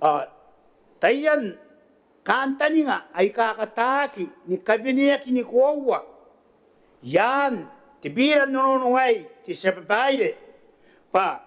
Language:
Gilbertese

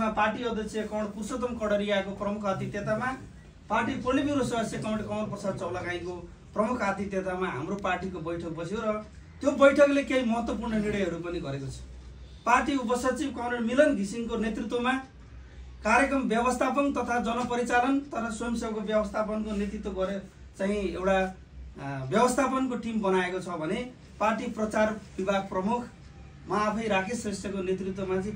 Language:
Nepali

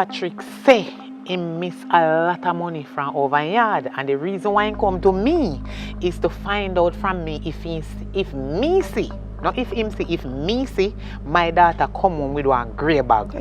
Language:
Jamaican Creole English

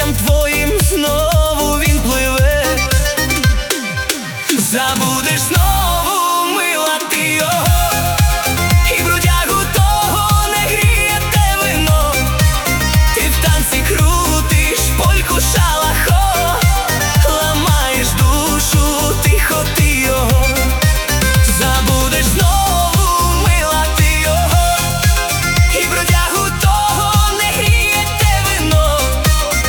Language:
Ukrainian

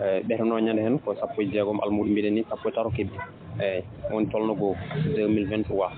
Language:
Fula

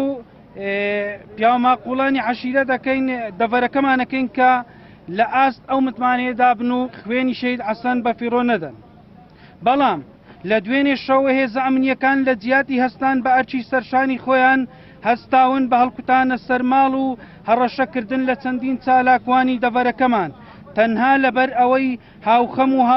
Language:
Central Kurdish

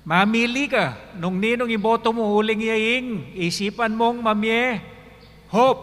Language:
Pampanga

